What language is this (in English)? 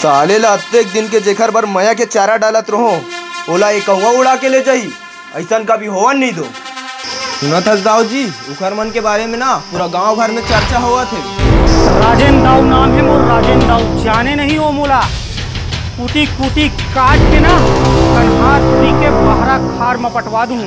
Chhattisgarhi